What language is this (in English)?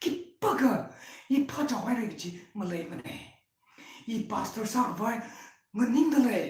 Tangkhul Naga (India)